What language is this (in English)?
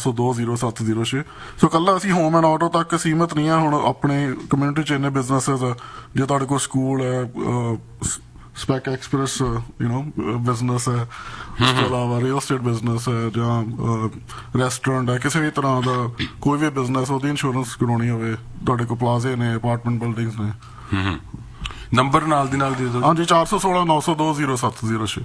Punjabi